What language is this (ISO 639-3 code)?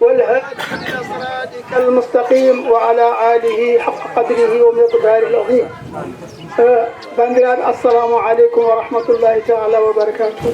ful